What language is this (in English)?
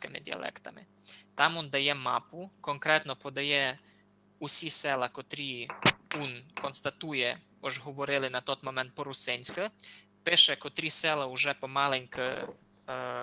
Rusyn